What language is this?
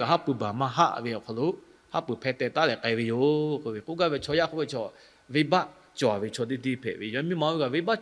Lahu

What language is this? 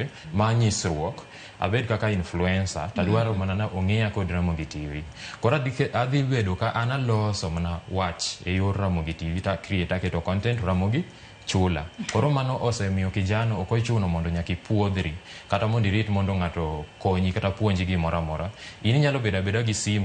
Luo (Kenya and Tanzania)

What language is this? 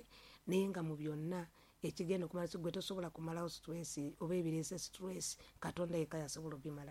Ganda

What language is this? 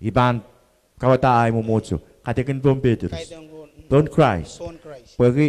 Pohnpeian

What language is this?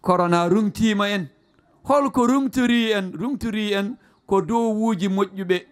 Fula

